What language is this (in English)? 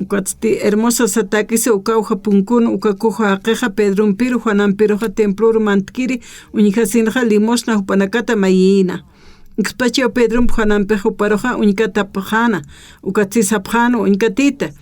Aymara